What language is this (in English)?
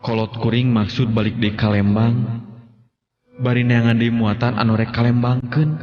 Sundanese